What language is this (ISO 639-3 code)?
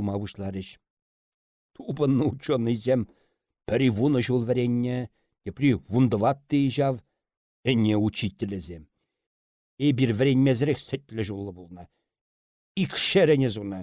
chv